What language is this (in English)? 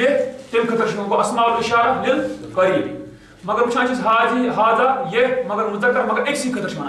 Kashmiri